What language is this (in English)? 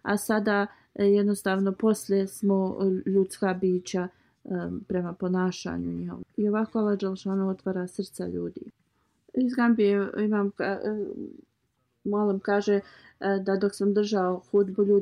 Bosnian